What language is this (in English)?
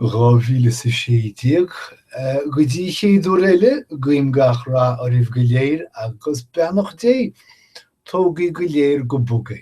Irish